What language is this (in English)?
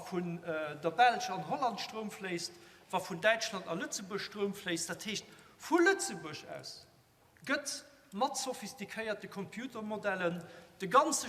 Luxembourgish